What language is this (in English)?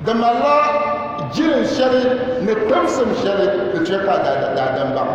Dagbani